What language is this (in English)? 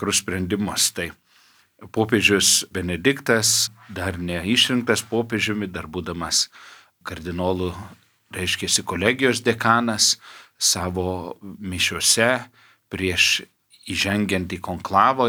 Lithuanian